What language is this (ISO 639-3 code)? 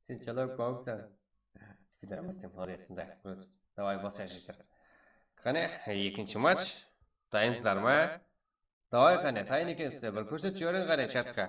kaa